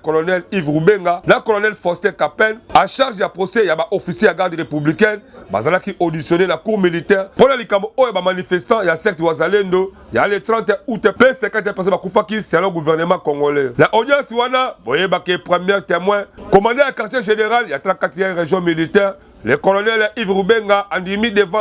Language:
Lingala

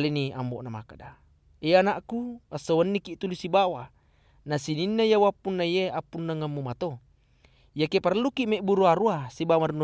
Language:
Buginese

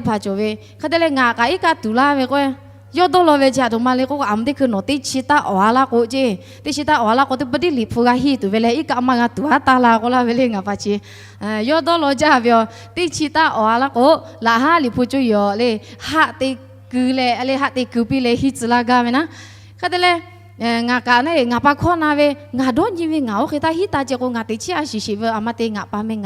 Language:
Lahu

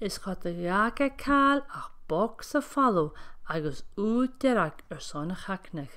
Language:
Scottish Gaelic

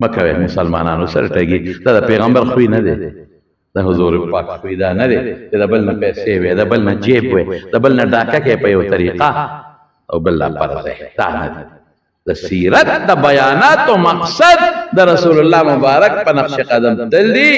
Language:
Pashto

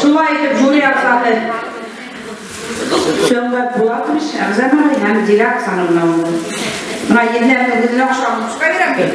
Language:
Bashkir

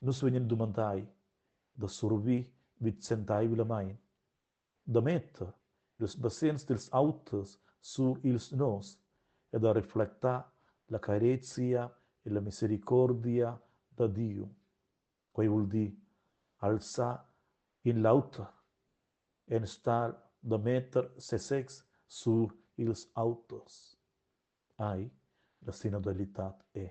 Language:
Romansh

